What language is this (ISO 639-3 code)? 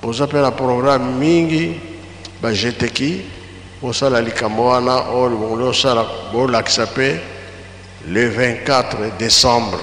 lin